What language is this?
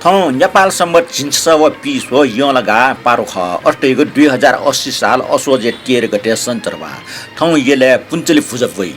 Newari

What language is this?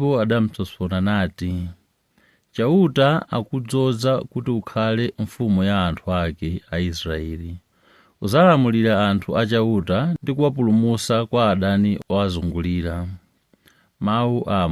Nyanja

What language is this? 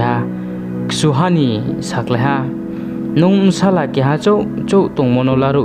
Riang (India)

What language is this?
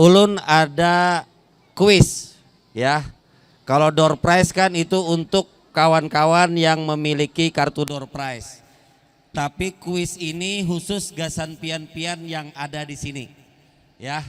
Banjar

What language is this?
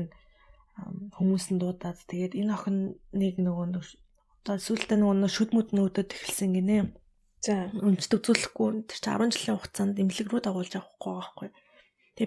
Mongolian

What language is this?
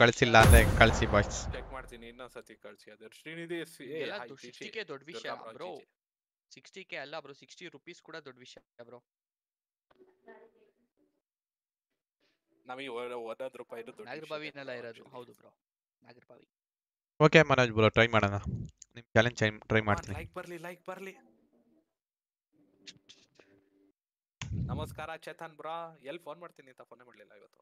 Kannada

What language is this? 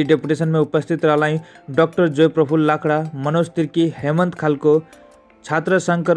Sadri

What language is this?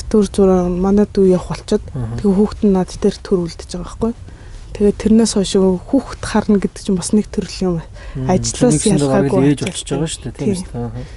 Mongolian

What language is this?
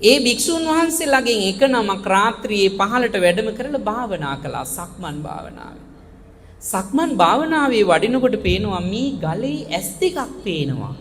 Sinhala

